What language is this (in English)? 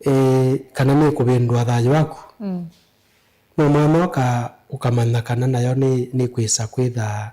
Kamba